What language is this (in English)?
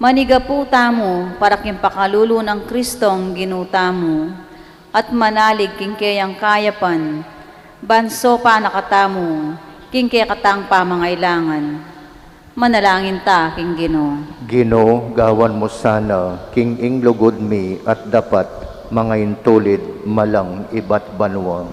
Pampanga